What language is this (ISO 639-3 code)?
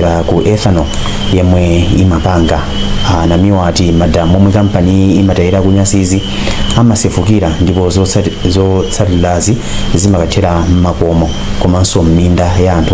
nya